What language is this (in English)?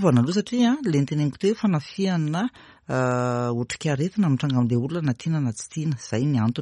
Malagasy